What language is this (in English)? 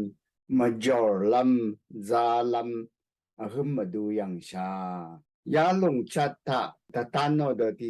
Rawang